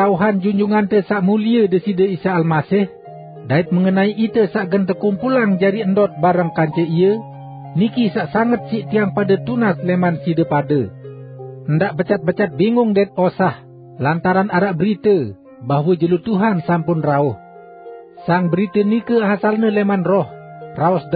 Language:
Sasak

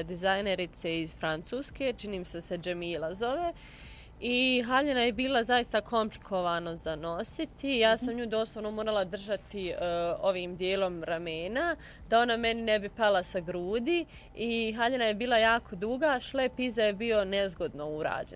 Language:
Bosnian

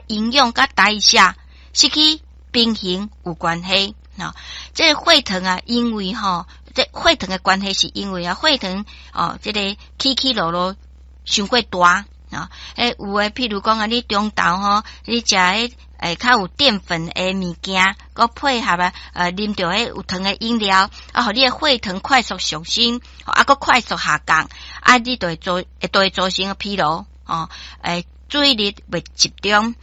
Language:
Min Nan Chinese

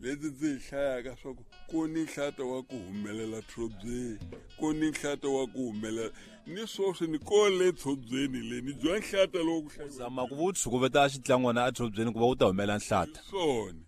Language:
Tsonga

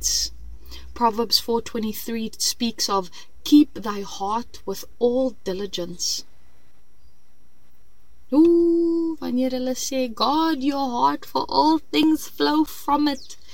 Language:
Afrikaans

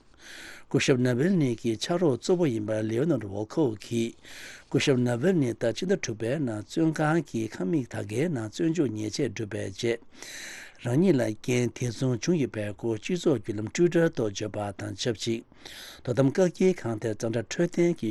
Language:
Tibetan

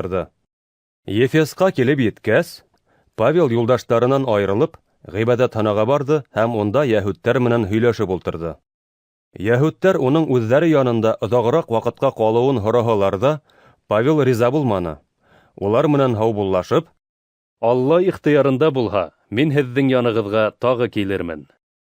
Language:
Bashkir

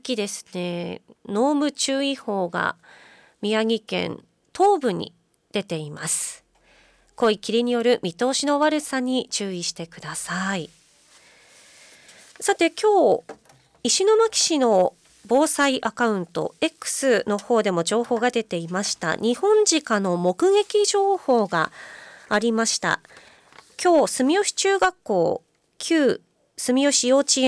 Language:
Japanese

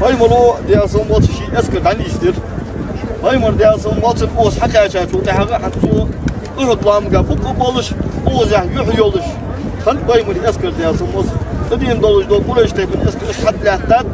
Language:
Ingush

